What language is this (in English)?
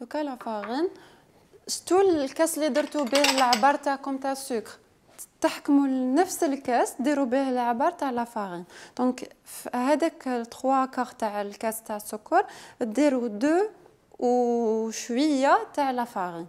Algerian Arabic